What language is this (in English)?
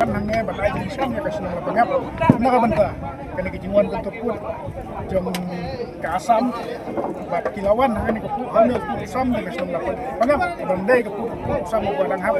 Khasi